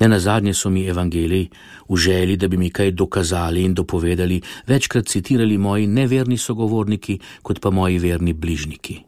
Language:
Slovenian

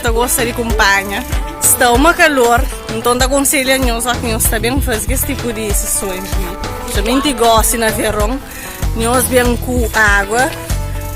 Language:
Kabuverdianu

